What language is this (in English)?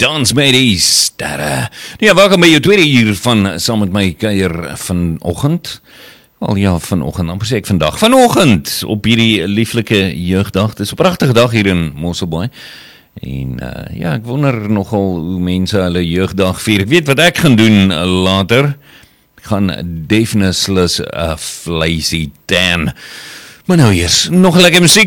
Afrikaans